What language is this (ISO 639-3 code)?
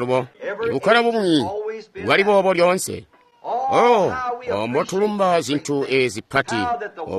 toi